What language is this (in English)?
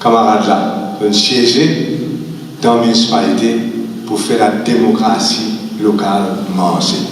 Morisyen